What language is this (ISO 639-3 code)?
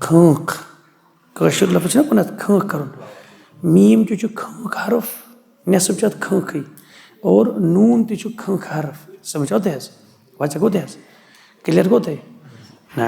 kas